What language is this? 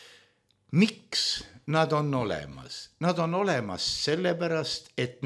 Estonian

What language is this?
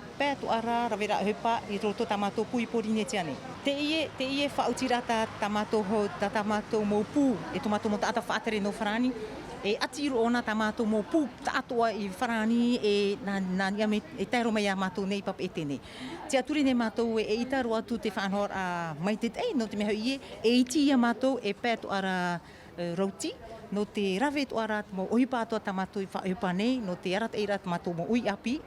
Tahitian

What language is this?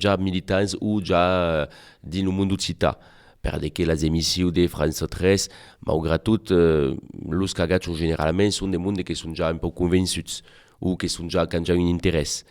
Occitan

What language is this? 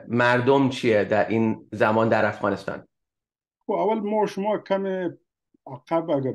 Persian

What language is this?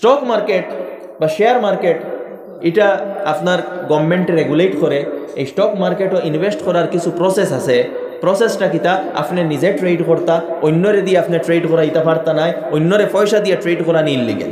Sylheti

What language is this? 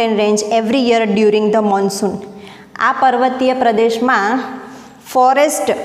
Gujarati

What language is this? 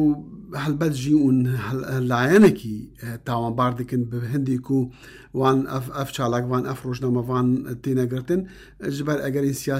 Kurdish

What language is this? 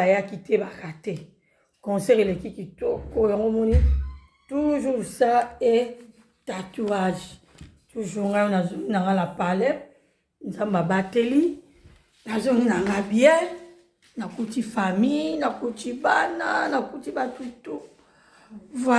Lingala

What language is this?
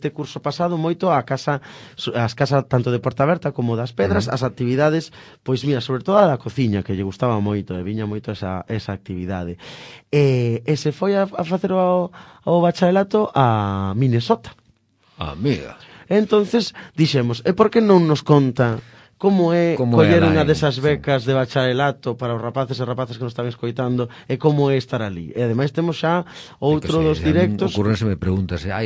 Galician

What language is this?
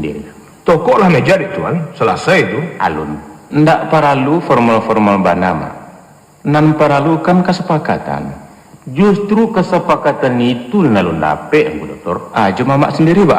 Minangkabau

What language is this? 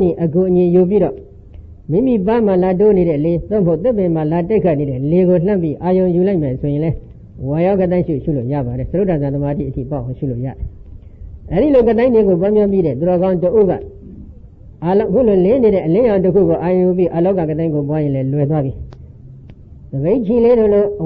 Burmese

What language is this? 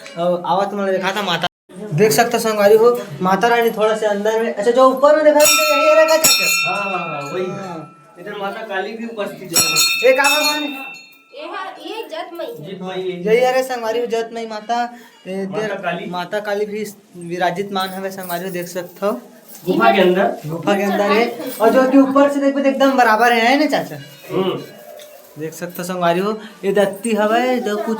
Chhattisgarhi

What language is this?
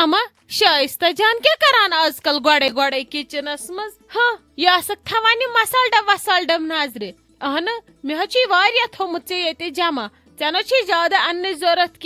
Kashmiri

